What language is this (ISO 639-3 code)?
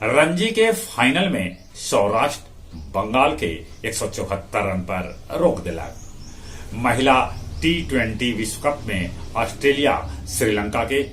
mag